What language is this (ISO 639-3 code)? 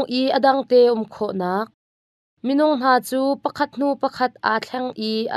cnh